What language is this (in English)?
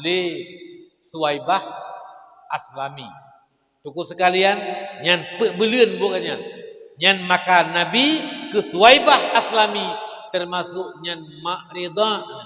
Achinese